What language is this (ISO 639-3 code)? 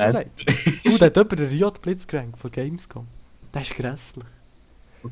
gsw